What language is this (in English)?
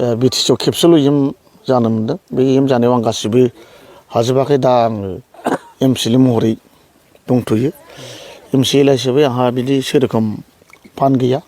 Bodo